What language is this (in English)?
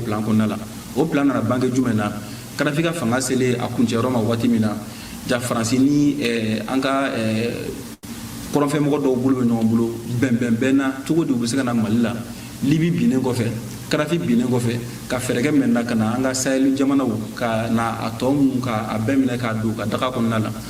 Bambara